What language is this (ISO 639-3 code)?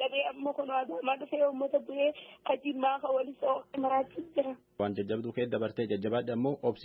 orm